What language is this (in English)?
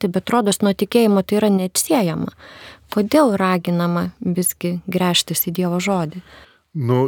Lithuanian